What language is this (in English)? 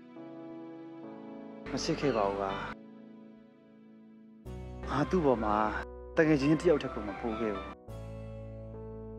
Burmese